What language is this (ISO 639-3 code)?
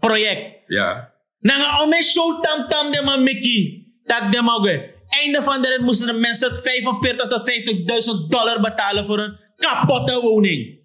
srn